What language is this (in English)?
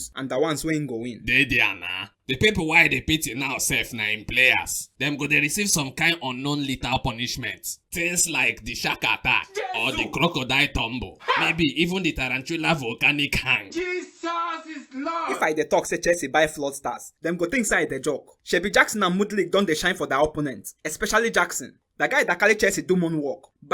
Nigerian Pidgin